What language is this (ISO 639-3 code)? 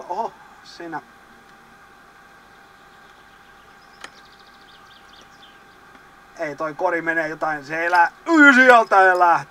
fin